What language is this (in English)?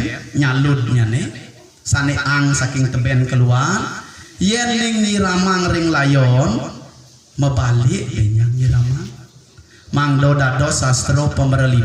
Balinese